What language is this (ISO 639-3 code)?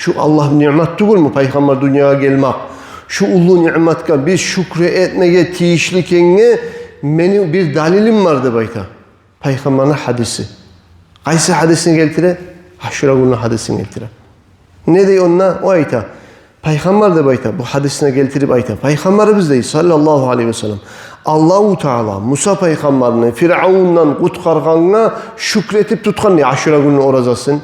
kum